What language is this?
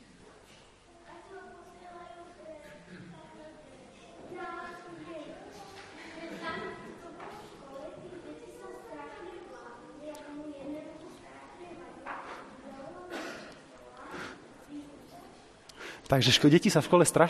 Slovak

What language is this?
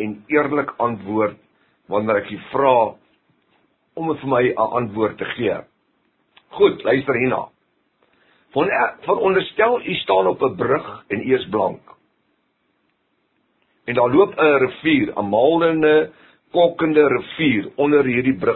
Afrikaans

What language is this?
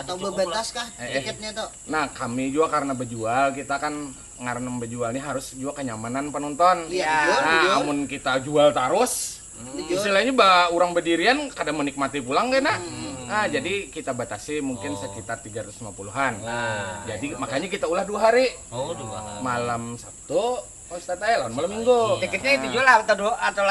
Banjar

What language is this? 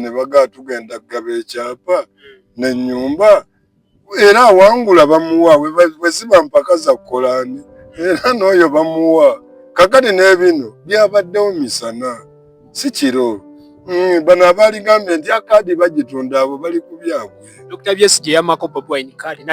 Ganda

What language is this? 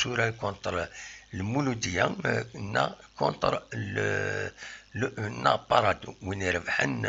Kabyle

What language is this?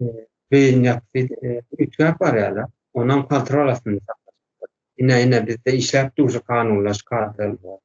Turkmen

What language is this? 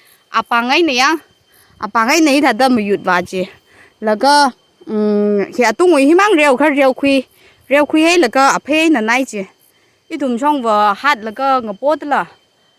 Tangkhul Naga (India)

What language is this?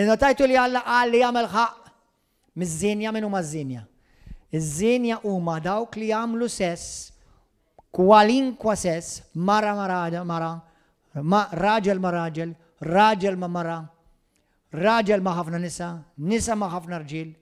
Maltese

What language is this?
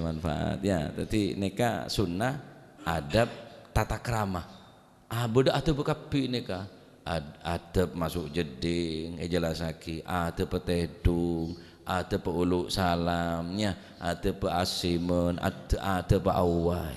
Madurese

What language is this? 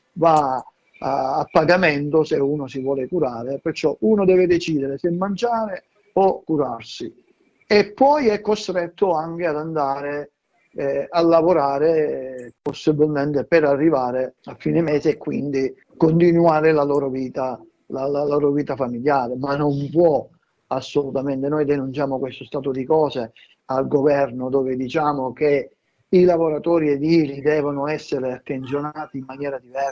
Italian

